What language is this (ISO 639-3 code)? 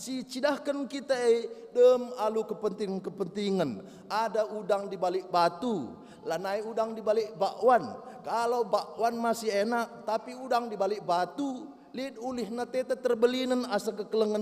btx